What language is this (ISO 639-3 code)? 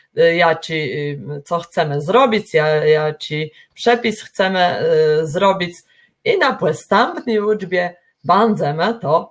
csb